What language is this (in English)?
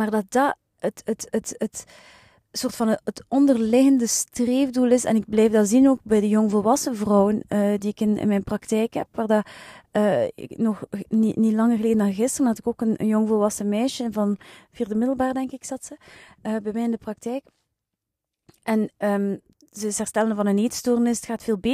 Dutch